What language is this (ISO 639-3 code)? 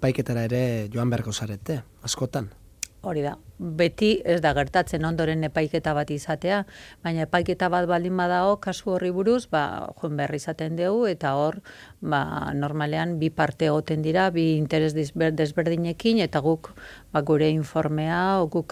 eus